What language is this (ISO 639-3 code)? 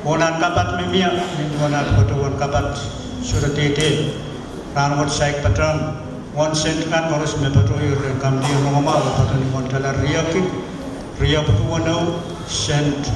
pon